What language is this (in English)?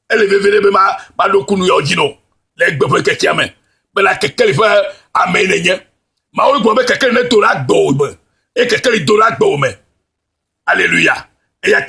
Ewe